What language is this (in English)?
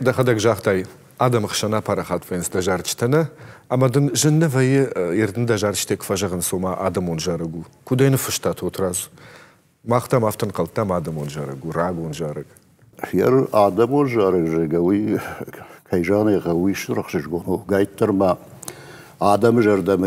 Ossetic